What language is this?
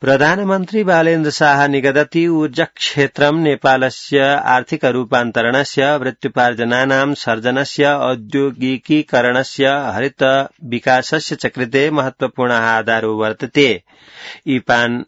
Sanskrit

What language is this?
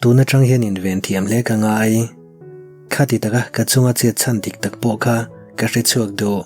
Mizo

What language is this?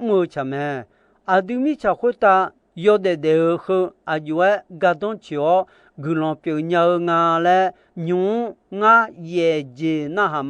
Akha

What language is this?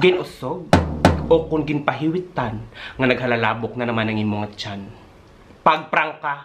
Hiligaynon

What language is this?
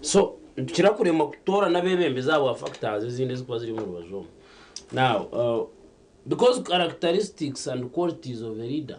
Nyankole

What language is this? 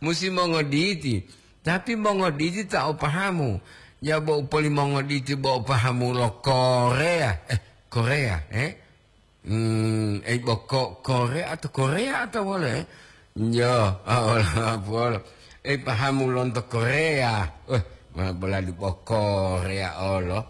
Gorontalo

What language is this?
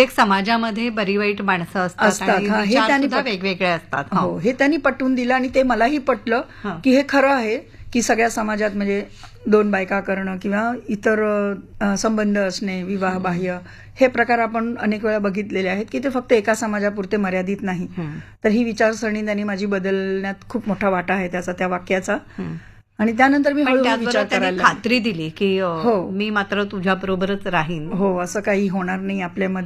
Marathi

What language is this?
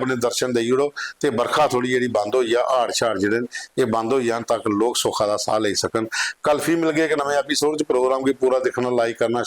Dogri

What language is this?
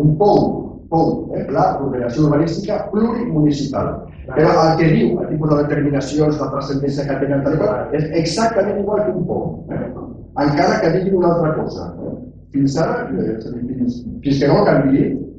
Catalan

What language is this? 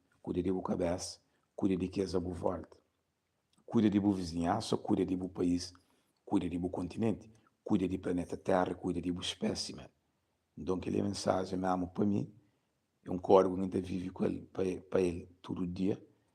Kabuverdianu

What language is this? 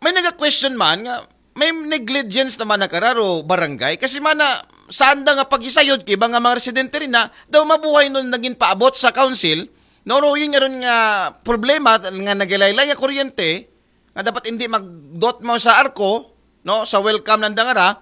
Aklanon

